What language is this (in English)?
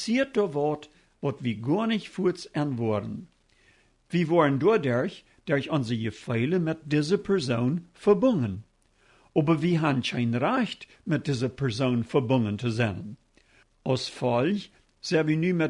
Plautdietsch